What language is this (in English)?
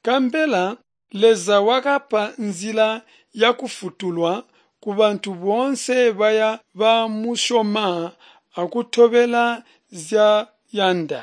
Tonga (Zambia)